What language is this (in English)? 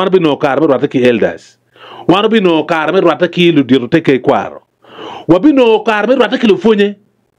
Acoli